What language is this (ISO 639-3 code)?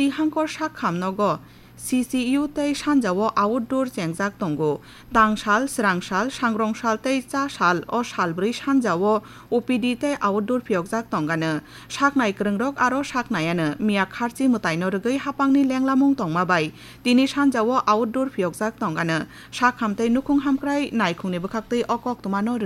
trp